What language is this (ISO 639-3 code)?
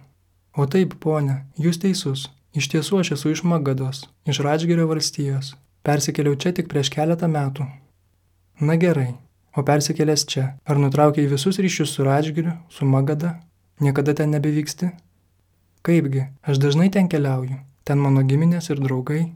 lit